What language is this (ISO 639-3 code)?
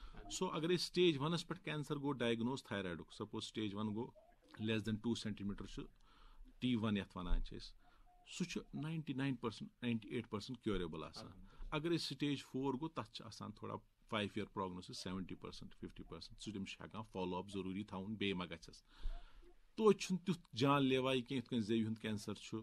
kas